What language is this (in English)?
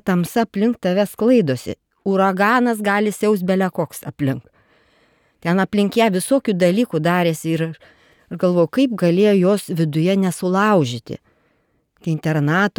Lithuanian